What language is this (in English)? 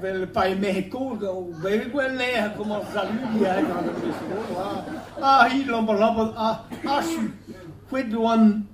Breton